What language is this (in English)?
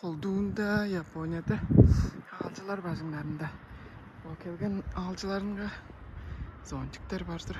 Tuvinian